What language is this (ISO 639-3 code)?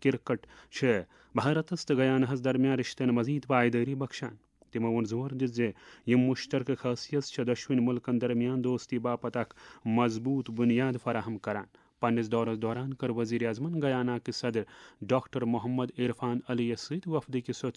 kas